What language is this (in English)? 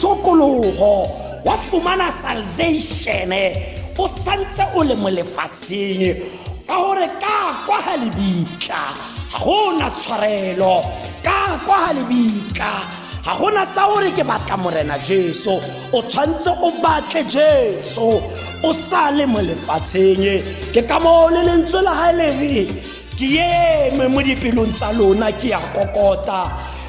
Tswana